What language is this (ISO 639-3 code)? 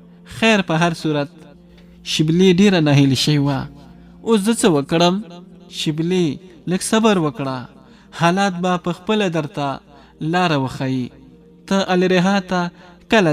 pus